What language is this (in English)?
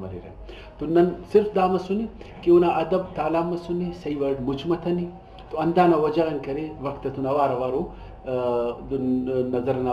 Brahui